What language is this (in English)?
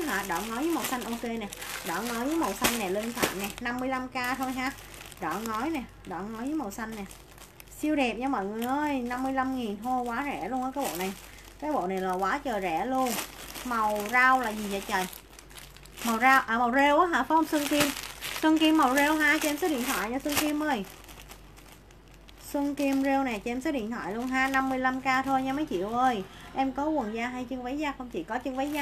Vietnamese